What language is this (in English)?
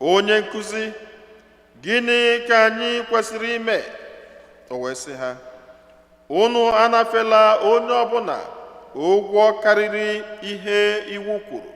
Igbo